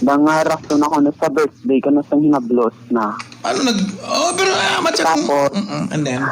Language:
Hiligaynon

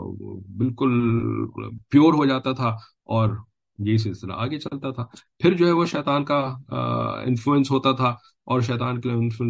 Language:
Urdu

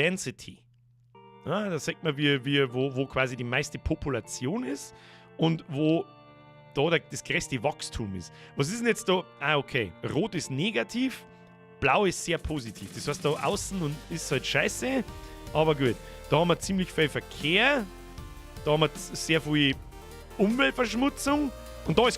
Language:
Bavarian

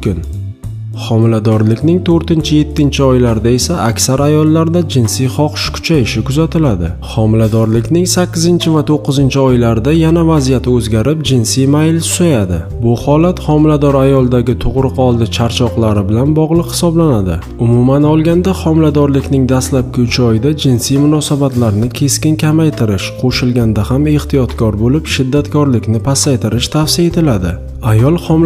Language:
Uzbek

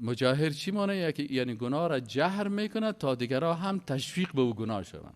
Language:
Persian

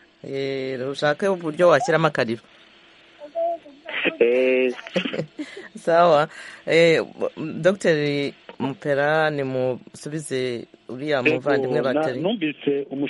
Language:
Kinyarwanda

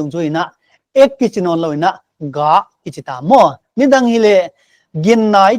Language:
Paite Chin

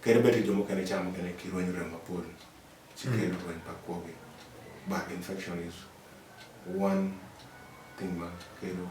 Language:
Acoli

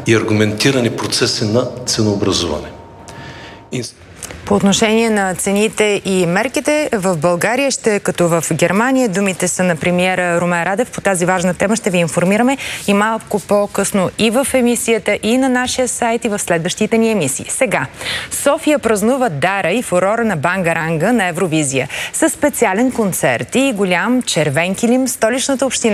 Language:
Bulgarian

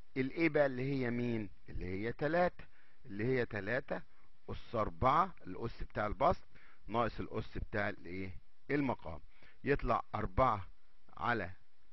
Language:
Egyptian Arabic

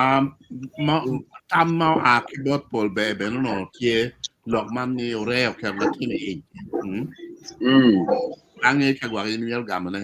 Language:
Acoli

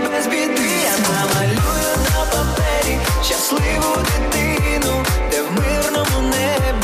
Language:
Ukrainian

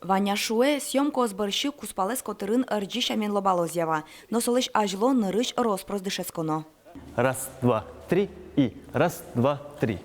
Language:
Udmurt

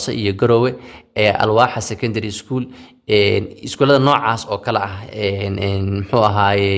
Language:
Somali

